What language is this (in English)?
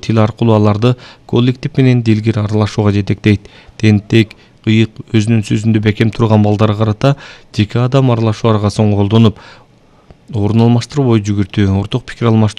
Kyrgyz